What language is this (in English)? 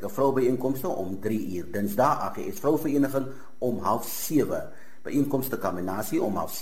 Afrikaans